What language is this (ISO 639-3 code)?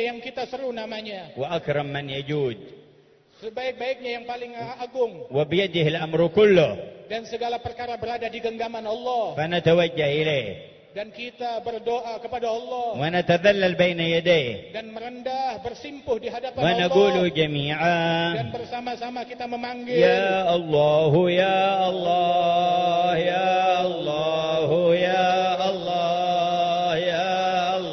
ind